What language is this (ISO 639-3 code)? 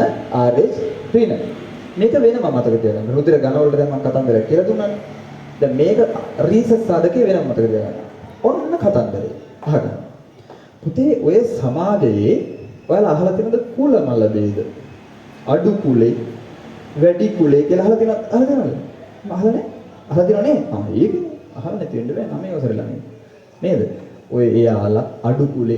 sin